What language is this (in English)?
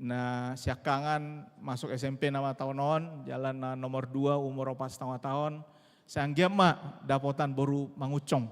Batak Toba